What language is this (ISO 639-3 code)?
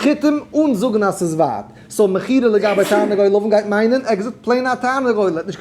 yid